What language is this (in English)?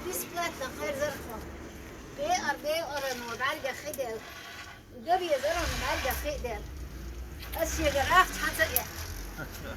Chechen